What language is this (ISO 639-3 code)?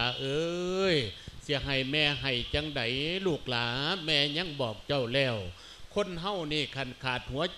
lao